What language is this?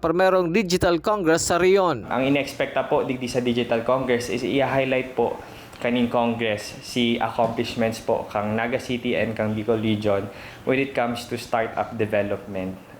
Bikol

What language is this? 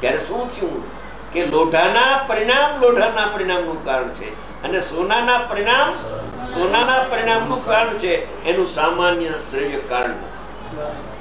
Gujarati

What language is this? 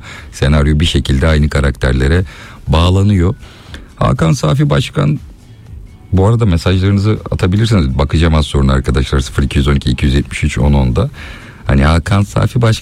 Turkish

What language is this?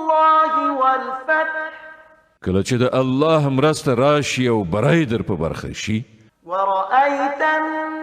Pashto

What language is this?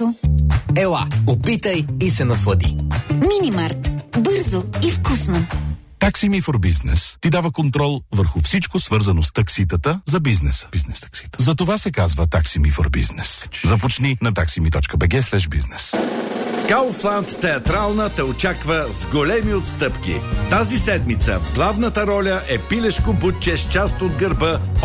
Bulgarian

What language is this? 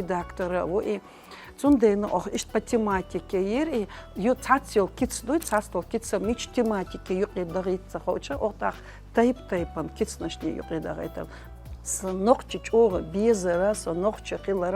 Chechen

